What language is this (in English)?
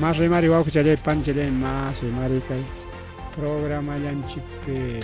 Ayacucho Quechua